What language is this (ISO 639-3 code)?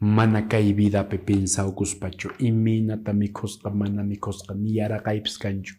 que